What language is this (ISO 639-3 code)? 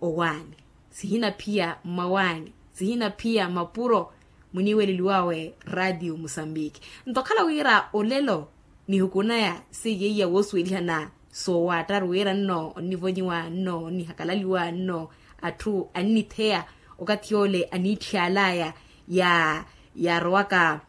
vmw